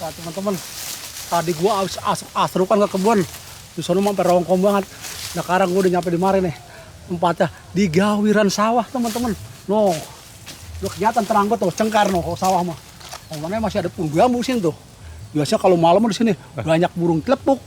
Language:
Betawi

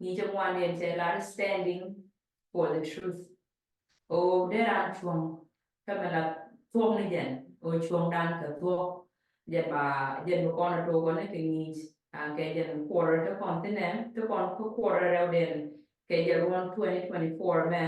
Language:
Nuer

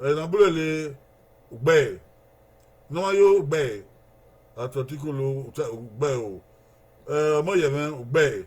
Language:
Bini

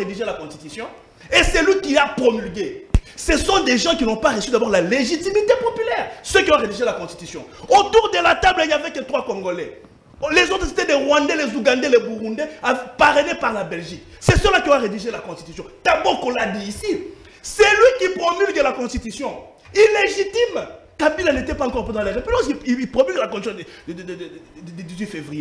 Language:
French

